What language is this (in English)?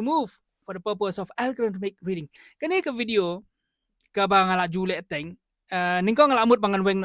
Khasi